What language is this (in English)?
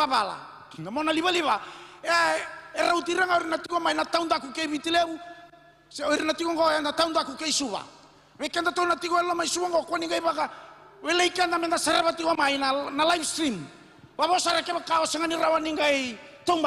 Fijian